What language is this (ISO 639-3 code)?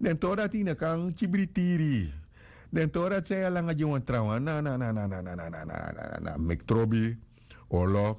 srn